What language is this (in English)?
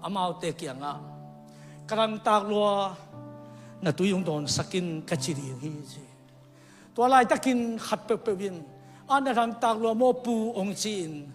Tedim Chin